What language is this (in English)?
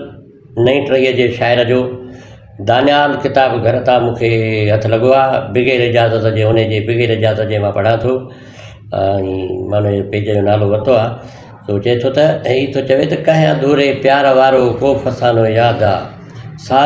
Sindhi